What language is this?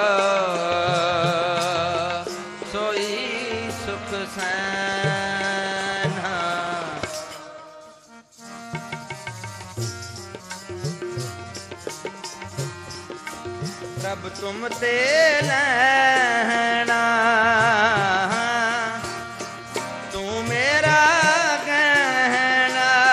Punjabi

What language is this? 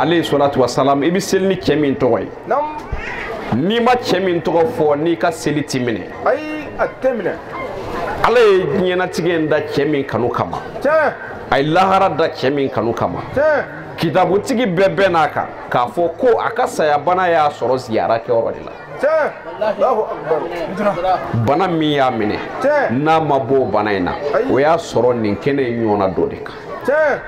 Bambara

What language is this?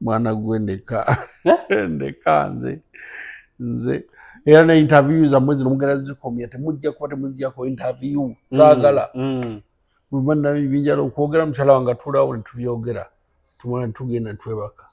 Ganda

